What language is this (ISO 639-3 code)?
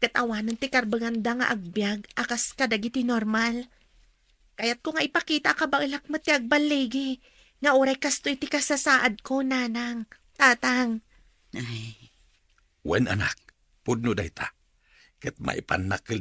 ilo